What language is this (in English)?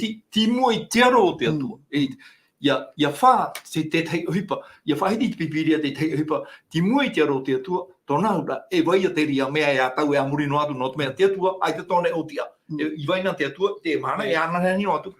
Tahitian